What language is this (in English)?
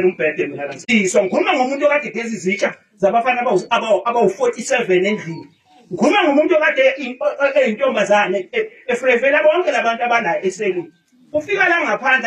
Zulu